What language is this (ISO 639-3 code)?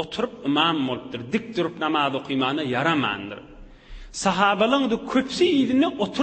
tuk